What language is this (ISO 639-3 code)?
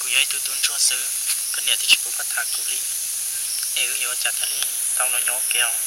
hmn